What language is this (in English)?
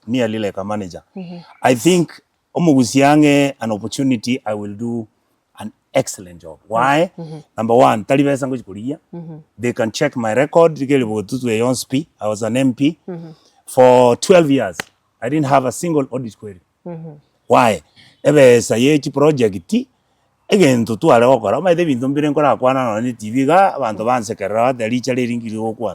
Gusii